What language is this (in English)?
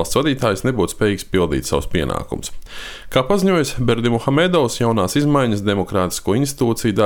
Latvian